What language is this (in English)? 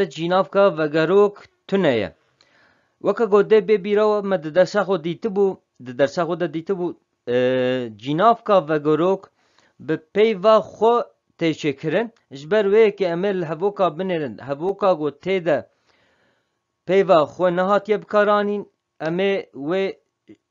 Kurdish